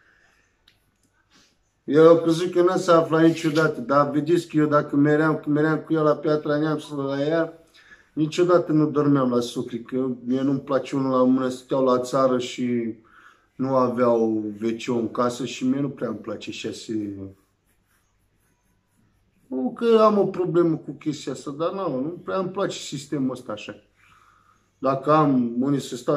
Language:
Romanian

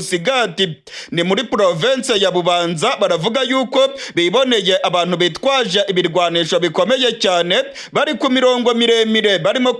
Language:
Rundi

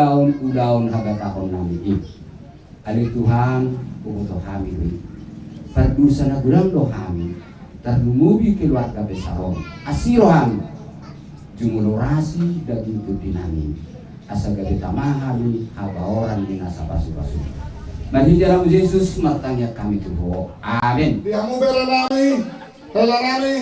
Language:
Batak Toba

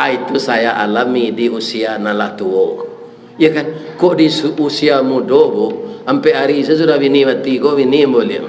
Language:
Minangkabau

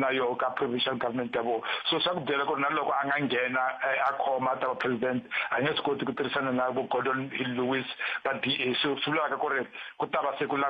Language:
Tsonga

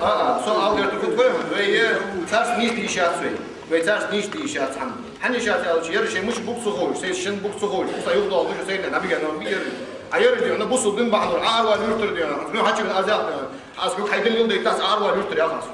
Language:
Ingush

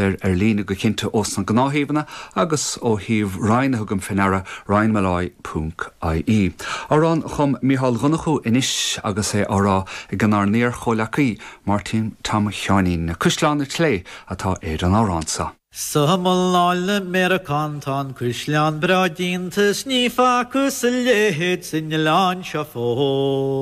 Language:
Irish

